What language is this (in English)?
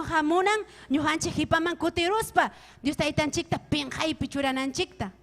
Ayacucho Quechua